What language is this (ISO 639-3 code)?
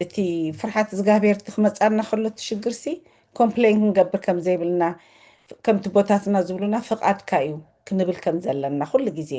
tir